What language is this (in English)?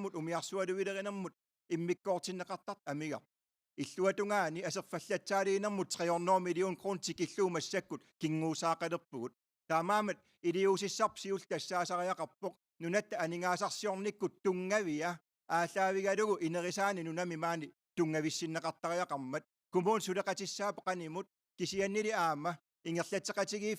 Kalaallisut